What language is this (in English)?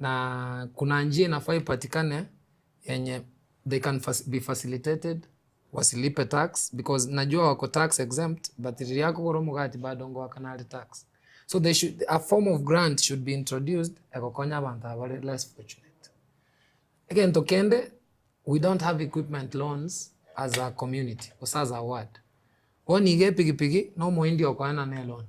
Gusii